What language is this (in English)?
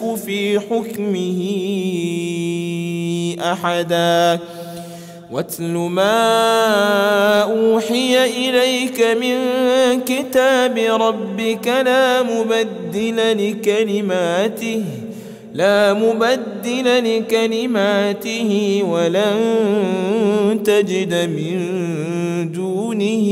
Arabic